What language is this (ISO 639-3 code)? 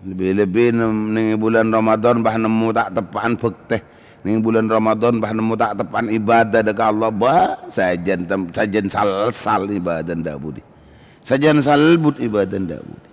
mad